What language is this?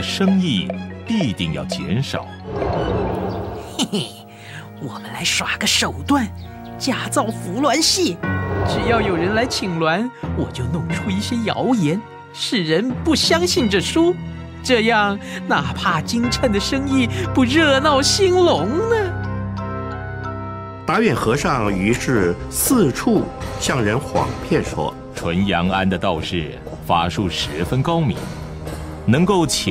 Chinese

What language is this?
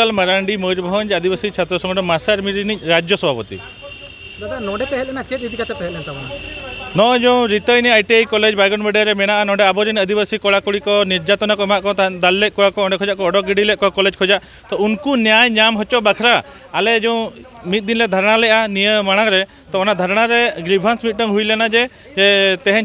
Santali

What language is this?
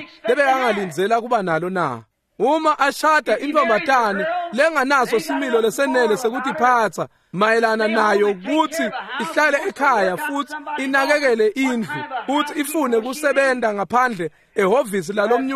Swati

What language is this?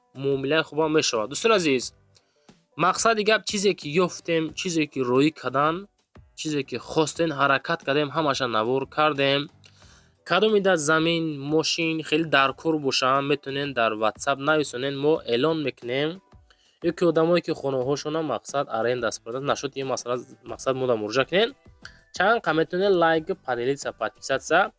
Tajik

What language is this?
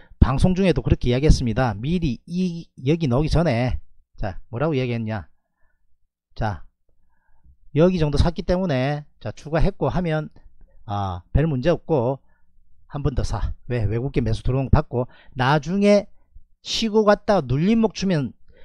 Korean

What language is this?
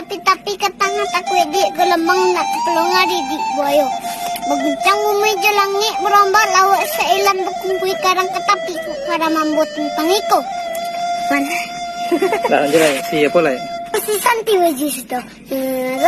Minangkabau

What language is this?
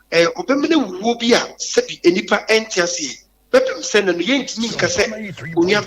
Akan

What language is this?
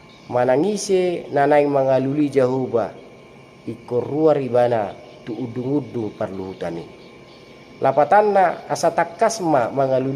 Batak Toba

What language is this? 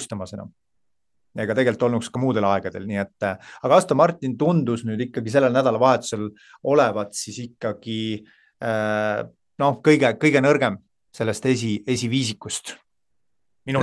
Estonian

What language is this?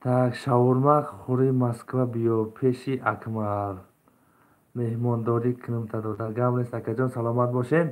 Tajik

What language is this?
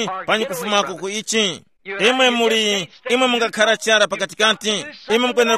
Tumbuka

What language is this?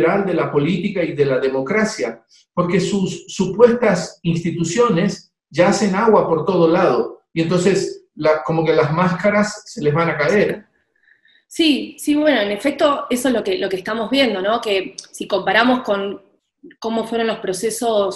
Spanish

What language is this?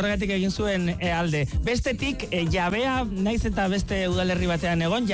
Basque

